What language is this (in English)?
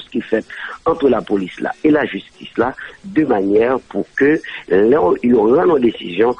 Haitian Creole